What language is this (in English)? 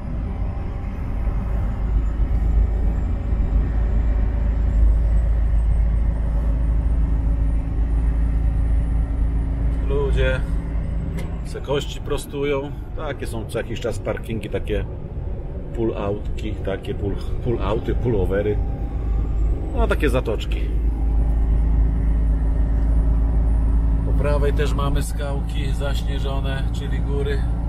Polish